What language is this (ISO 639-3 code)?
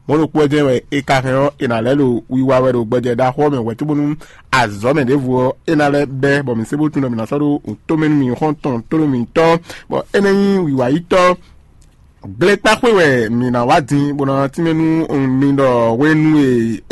fon